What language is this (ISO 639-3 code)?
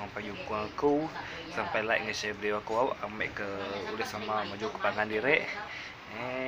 iba